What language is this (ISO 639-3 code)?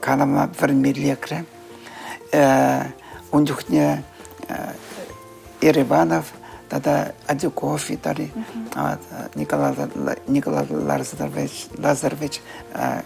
chv